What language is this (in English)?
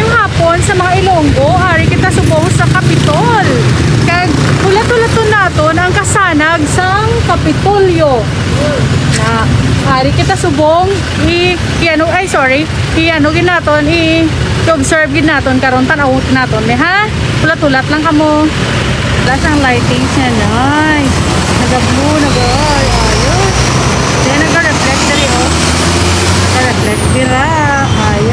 Hiligaynon